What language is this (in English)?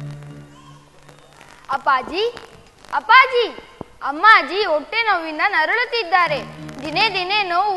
Kannada